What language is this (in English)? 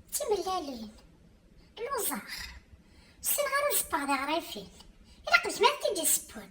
Kabyle